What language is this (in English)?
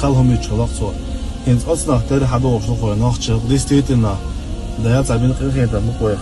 Chechen